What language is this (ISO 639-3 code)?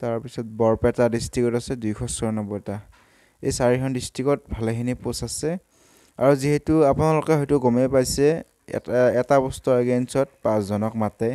asm